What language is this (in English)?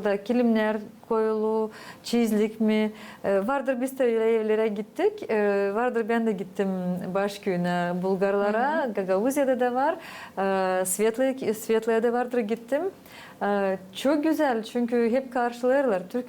Gagauz